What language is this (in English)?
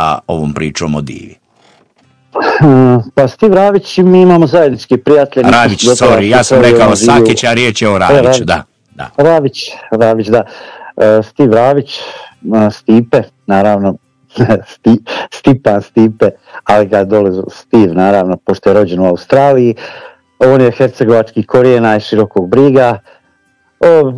Croatian